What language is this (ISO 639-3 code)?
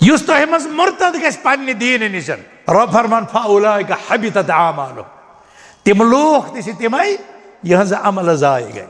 kas